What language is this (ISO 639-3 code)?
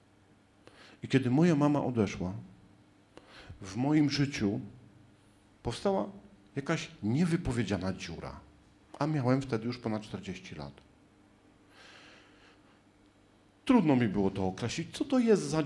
pol